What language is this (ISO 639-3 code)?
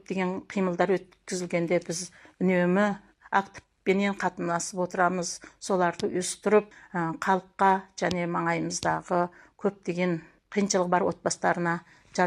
kaz